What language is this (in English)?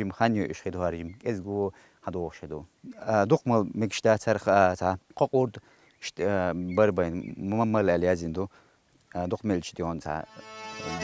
Chechen